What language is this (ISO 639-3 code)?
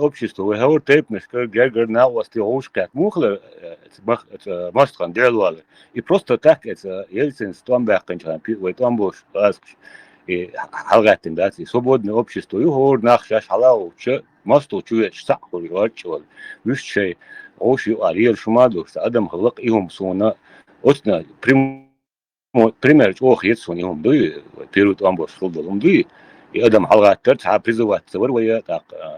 che